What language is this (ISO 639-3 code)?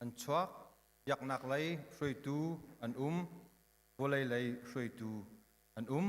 cnh